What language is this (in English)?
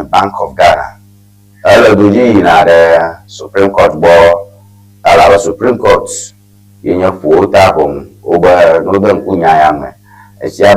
Ewe